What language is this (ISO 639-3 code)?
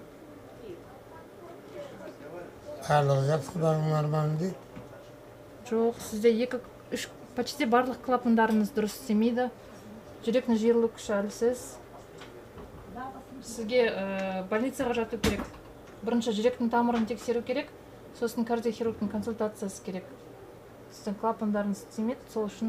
kaz